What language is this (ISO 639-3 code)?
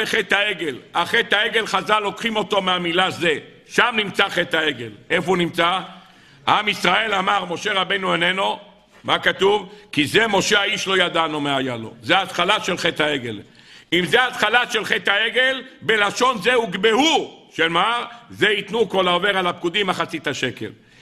heb